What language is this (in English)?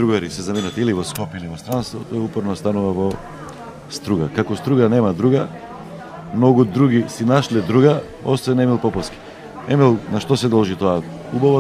Macedonian